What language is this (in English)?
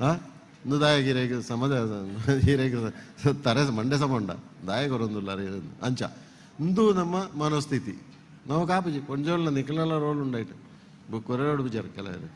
Tulu